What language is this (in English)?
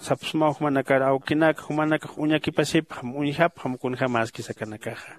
Aymara